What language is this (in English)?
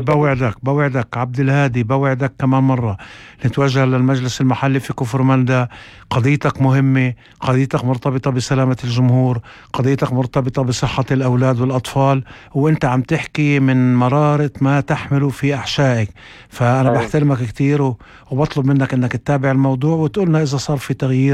North Levantine Arabic